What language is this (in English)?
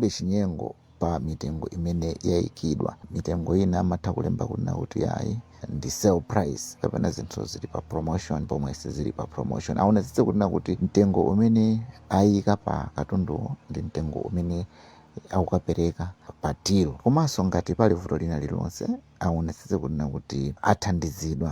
Nyanja